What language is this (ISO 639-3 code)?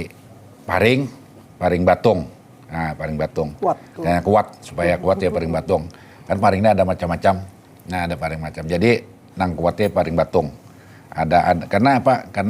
bjn